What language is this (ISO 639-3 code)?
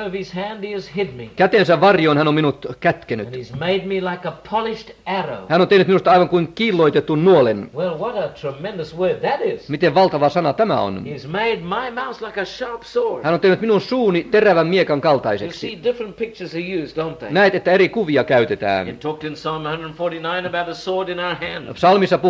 fin